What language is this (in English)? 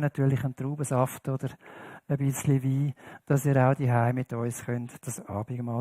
Swiss German